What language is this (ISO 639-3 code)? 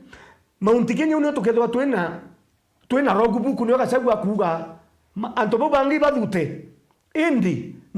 mer